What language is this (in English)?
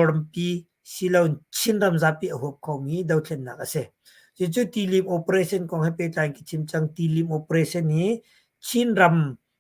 Hakha Chin